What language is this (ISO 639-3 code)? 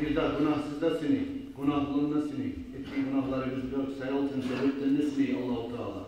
kum